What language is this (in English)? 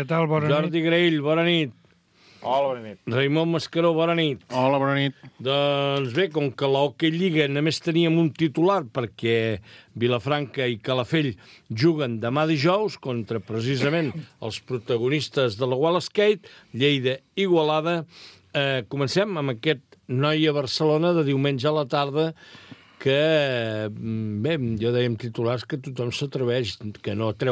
Catalan